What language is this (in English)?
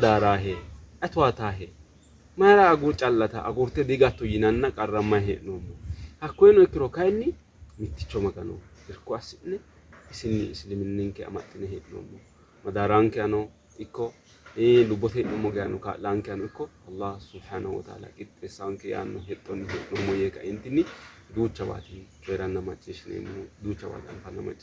Sidamo